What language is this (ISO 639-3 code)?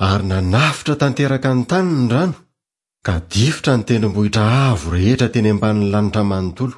mlg